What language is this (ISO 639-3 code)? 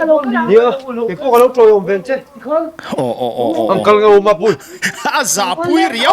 lus